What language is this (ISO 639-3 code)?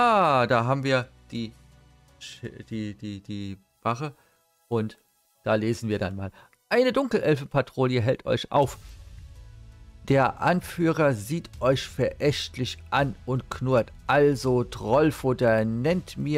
deu